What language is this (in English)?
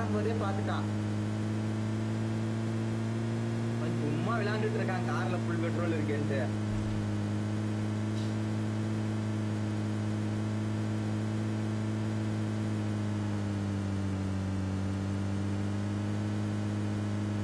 Tamil